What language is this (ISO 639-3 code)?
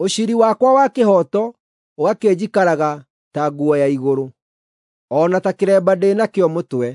kik